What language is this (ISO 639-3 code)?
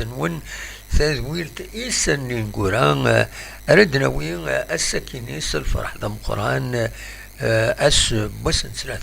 kab